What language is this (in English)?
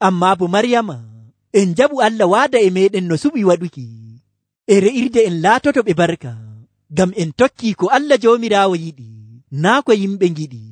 Nigerian Fulfulde